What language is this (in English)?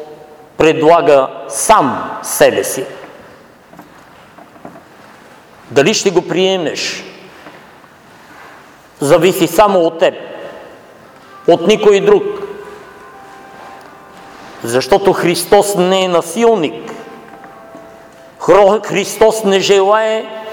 Bulgarian